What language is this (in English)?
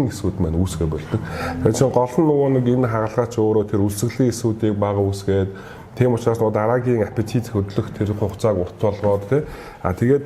Mongolian